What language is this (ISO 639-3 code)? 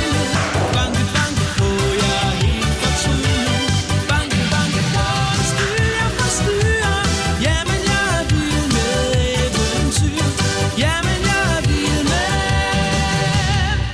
dan